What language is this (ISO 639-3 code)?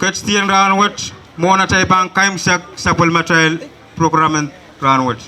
pon